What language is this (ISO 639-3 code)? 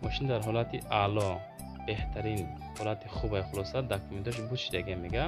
tgk